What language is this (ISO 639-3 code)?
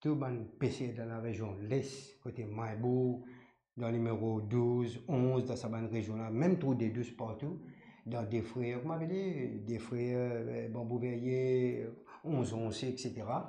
mfe